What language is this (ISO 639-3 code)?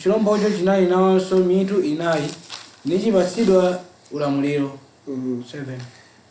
nya